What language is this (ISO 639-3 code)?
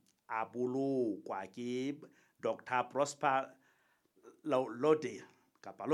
sot